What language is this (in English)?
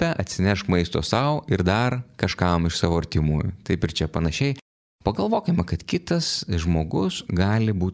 Lithuanian